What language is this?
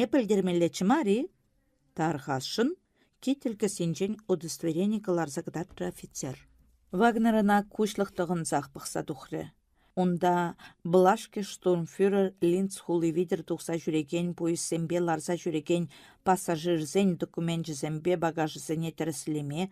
Chuvash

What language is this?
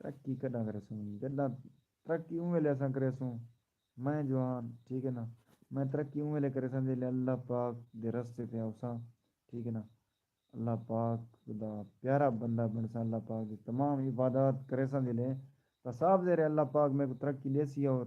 Saraiki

